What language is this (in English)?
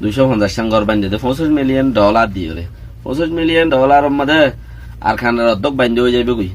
Rohingya